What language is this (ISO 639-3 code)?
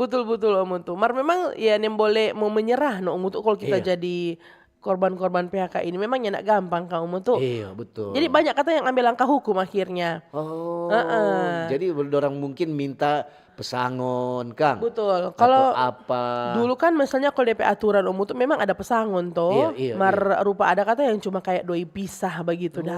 xmm